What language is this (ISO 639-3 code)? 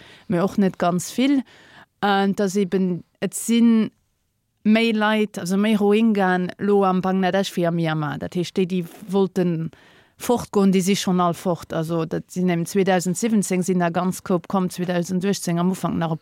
ltz